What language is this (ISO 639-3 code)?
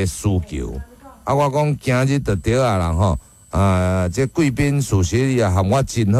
nan